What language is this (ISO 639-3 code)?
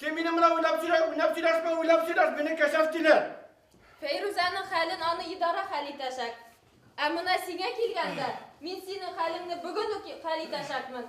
bak